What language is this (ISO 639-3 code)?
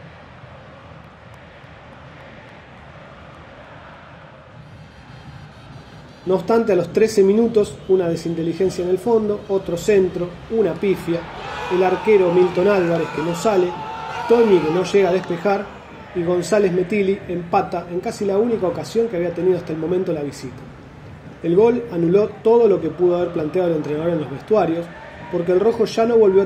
spa